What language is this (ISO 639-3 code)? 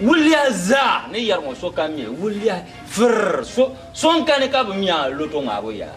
dag